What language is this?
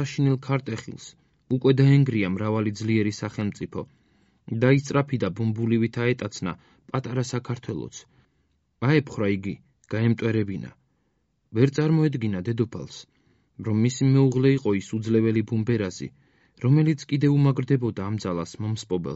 Georgian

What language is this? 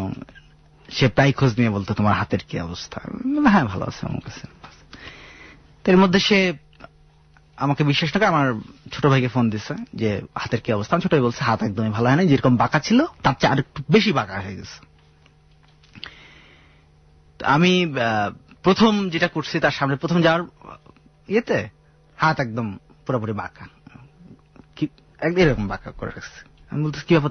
Bangla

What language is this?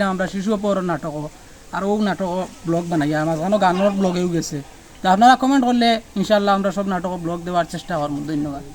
Sylheti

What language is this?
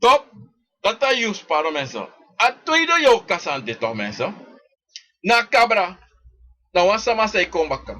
Sranan Tongo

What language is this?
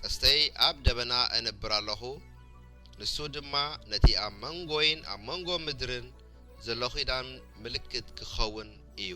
Tigrinya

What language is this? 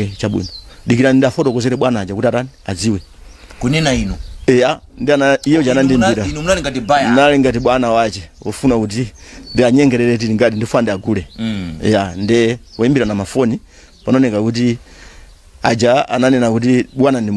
Nyanja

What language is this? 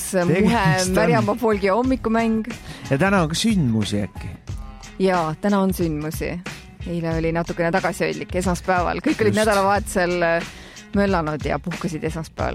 Estonian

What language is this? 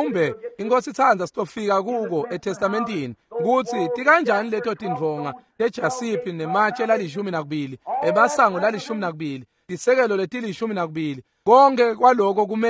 Swati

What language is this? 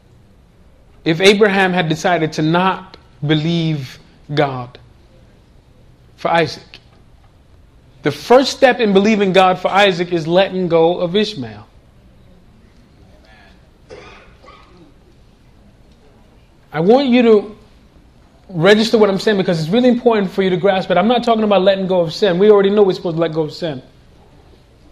English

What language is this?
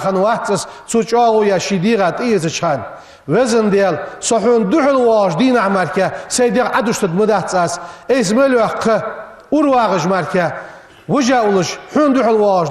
Ingush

